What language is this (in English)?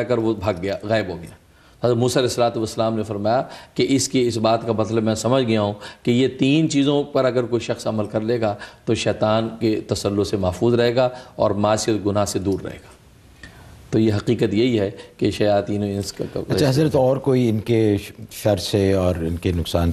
Urdu